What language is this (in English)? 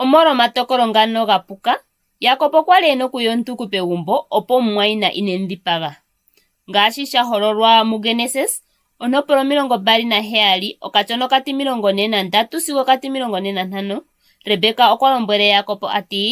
Ndonga